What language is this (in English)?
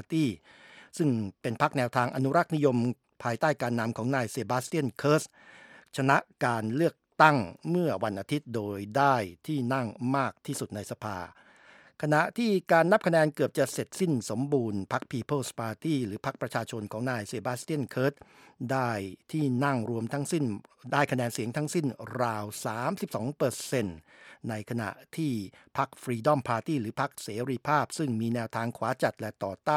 Thai